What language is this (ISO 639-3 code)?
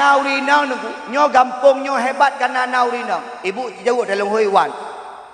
ace